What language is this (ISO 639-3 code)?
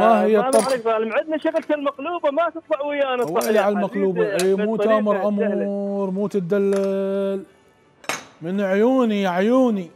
acm